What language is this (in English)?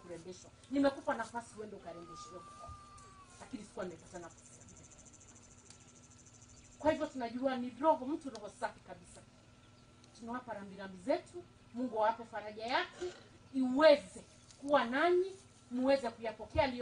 Swahili